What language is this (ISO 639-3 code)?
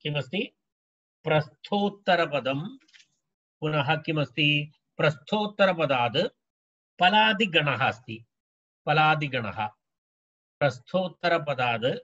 san